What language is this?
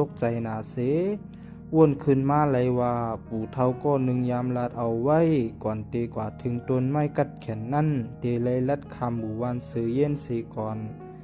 Shan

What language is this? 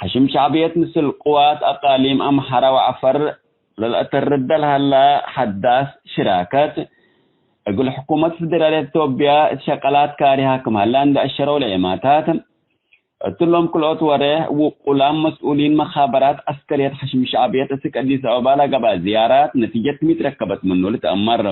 Tigre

